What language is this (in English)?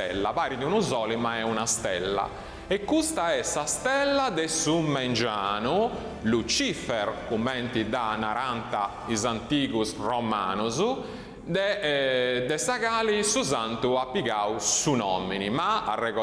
Sardinian